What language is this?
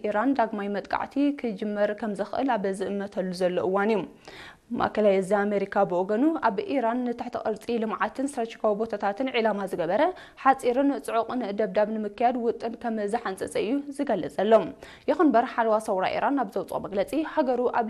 Tigrinya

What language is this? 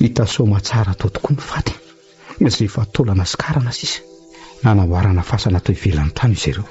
Malagasy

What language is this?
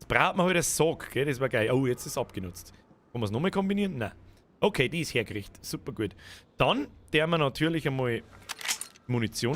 Bavarian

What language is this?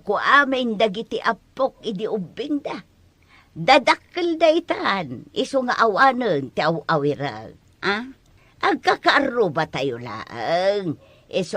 Iloko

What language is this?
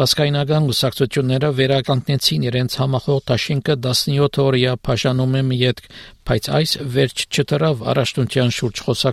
Armenian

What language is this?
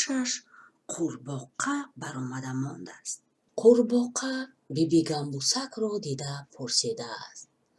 Tajik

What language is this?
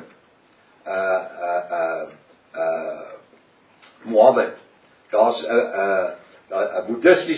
Afrikaans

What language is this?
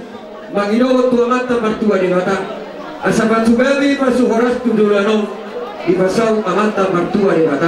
Batak Toba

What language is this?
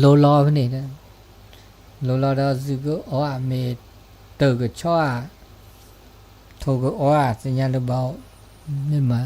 S'gaw Karen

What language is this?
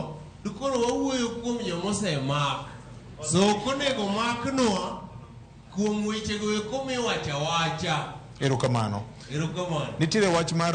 Luo (Kenya and Tanzania)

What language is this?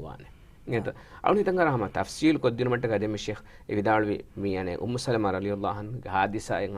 Divehi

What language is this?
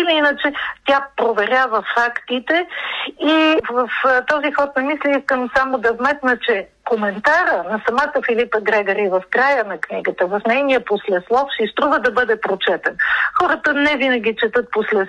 Bulgarian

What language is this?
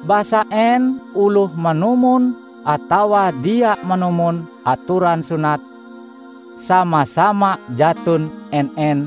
Ngaju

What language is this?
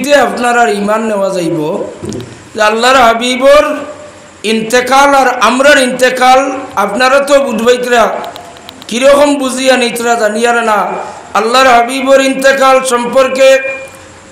Sylheti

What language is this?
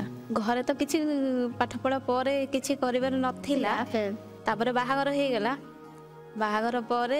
Odia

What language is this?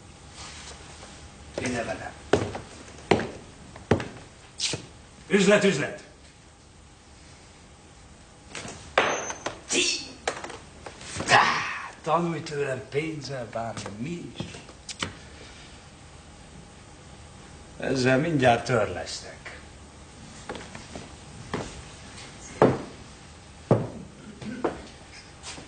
Hungarian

